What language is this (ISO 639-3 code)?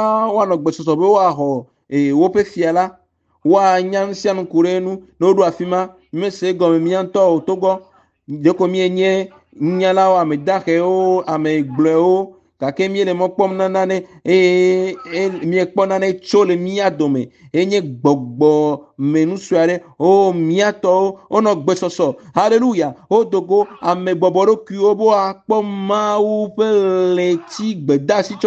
ewe